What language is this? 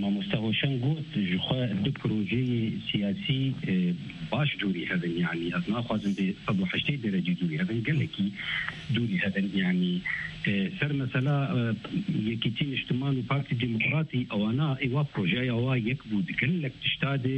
Kurdish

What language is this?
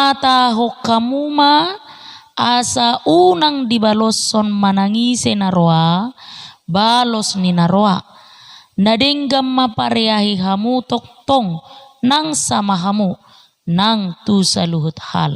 Batak Toba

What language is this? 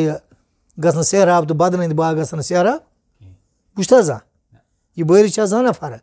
Kashmiri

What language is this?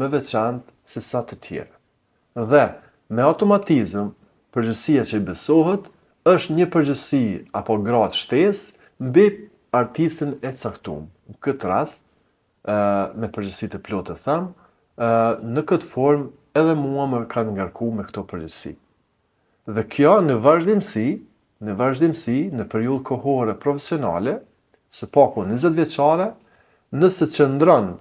Albanian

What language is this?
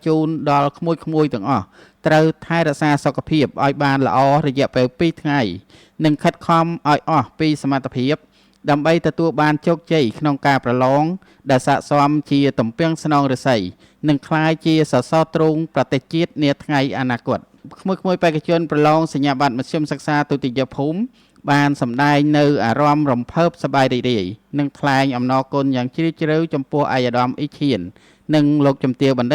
Khmer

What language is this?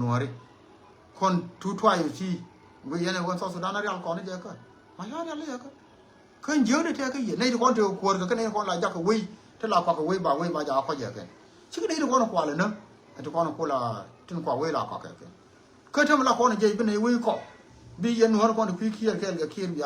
Nuer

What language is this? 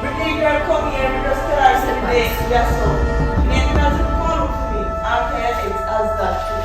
Jamaican Creole English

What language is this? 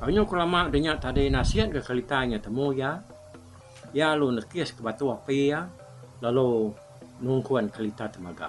Iban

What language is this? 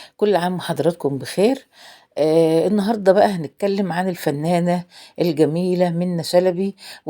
Egyptian Arabic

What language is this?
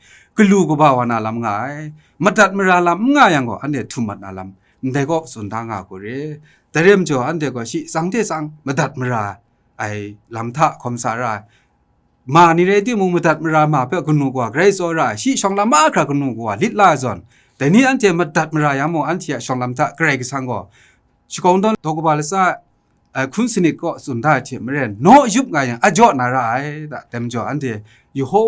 Kachin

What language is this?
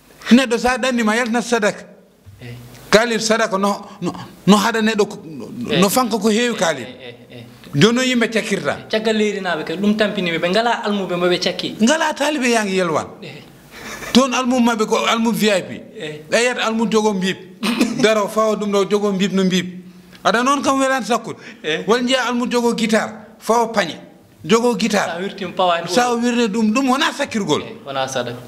Fula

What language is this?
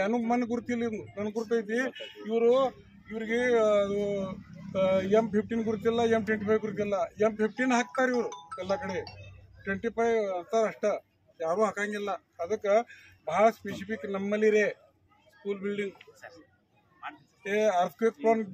Kannada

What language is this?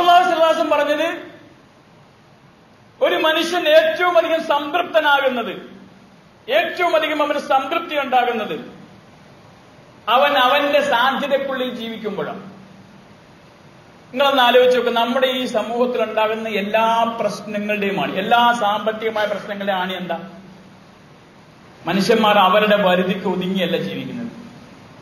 Malayalam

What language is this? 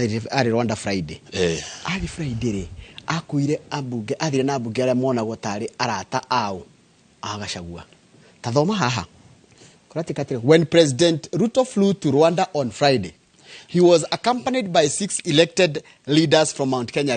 Kikuyu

